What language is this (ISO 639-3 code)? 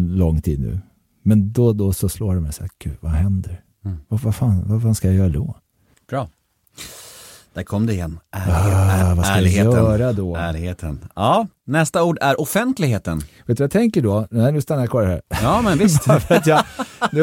swe